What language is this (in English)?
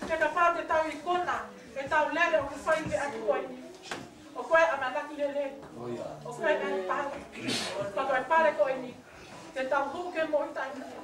Tongan